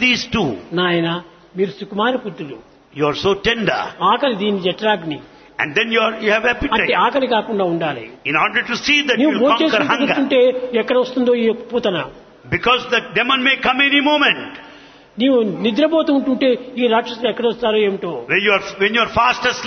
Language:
Telugu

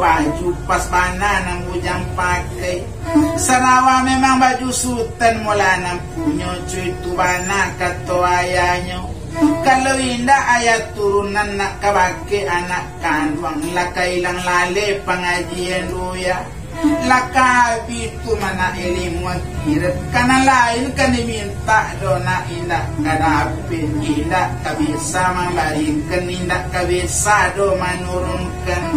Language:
Minangkabau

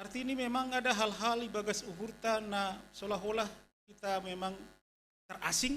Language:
Batak Simalungun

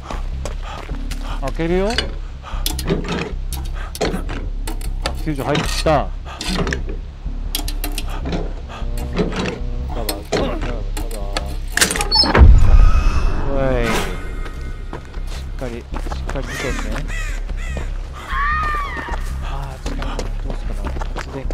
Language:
Japanese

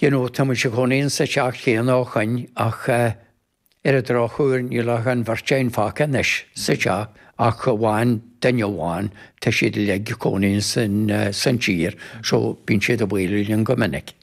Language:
Irish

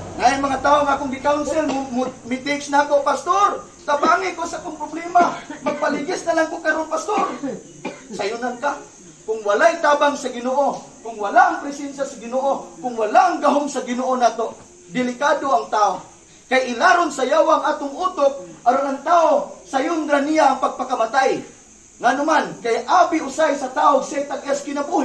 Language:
Cebuano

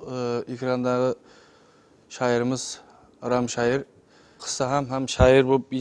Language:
Kara-Kalpak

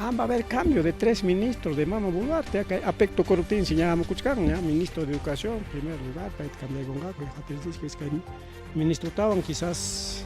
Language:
Ayacucho Quechua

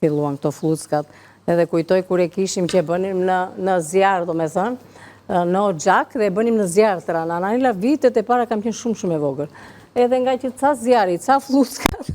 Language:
Albanian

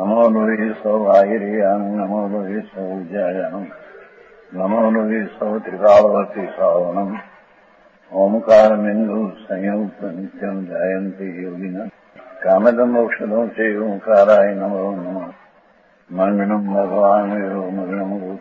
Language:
Gujarati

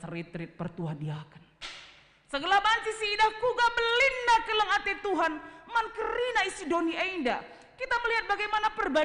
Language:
Batak Karo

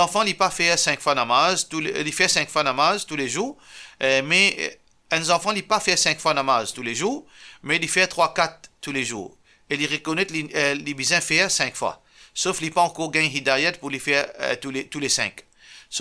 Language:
Morisyen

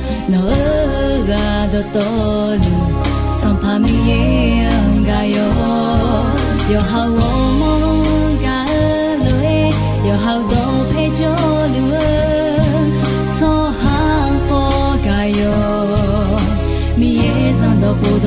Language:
Akha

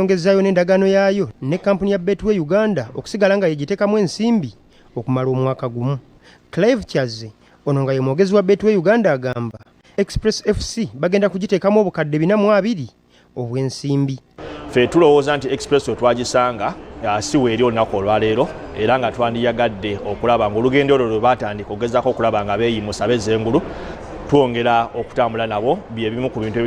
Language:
Ganda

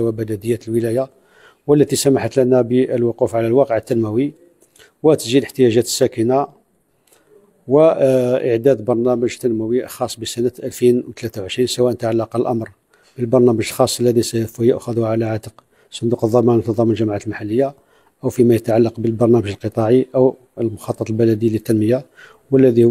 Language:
Arabic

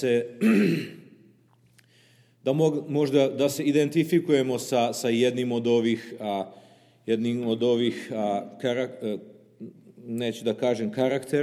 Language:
Serbian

